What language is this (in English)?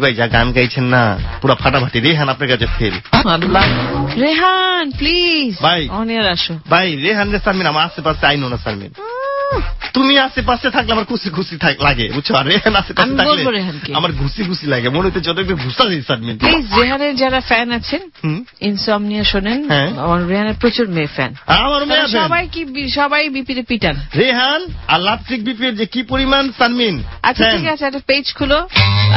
Bangla